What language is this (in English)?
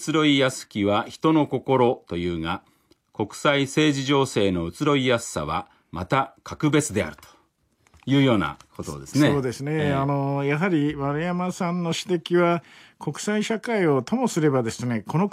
Japanese